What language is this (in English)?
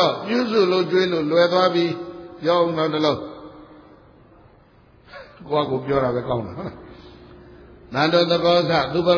Burmese